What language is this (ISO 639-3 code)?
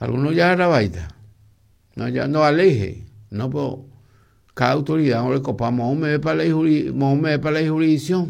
grn